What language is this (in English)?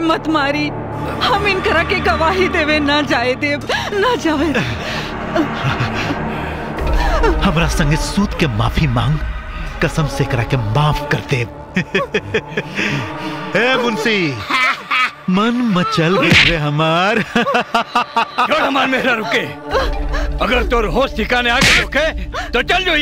Bhojpuri